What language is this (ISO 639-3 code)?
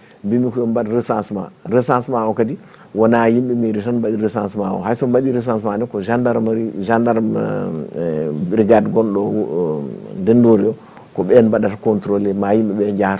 ful